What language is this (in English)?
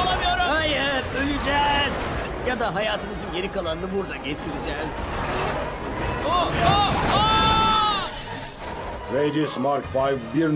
Turkish